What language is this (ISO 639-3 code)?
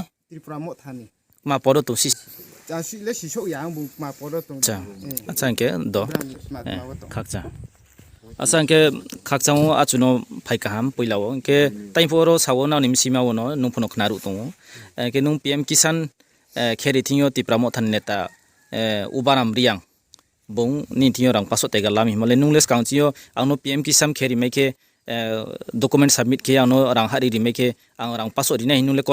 ria